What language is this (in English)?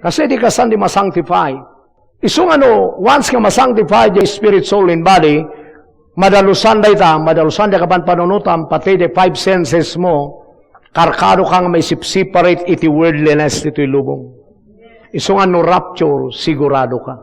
Iloko